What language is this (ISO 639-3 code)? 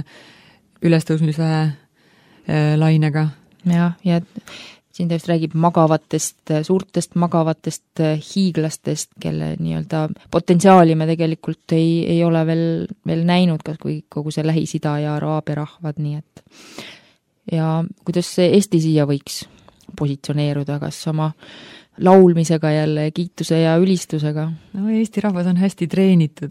est